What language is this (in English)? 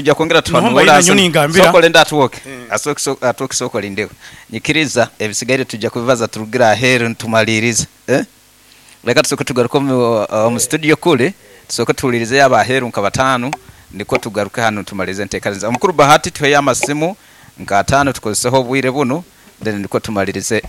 Nyoro